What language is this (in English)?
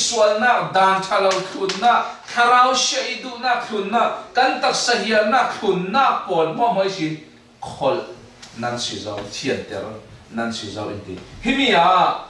Falam Chin